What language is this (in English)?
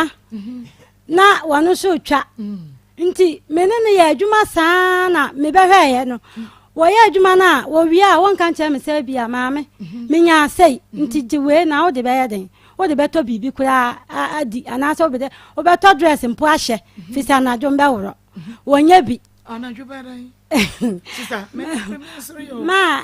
Akan